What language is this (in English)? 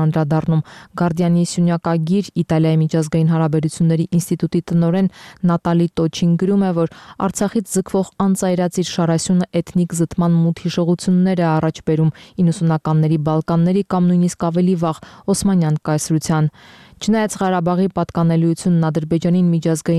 Armenian